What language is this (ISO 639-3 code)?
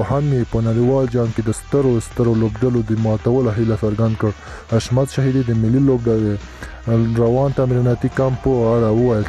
pus